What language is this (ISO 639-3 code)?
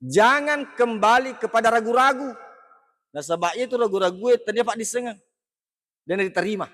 bug